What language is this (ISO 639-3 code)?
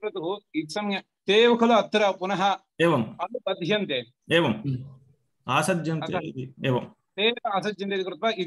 san